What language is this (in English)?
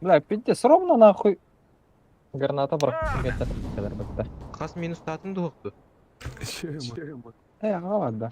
Yakut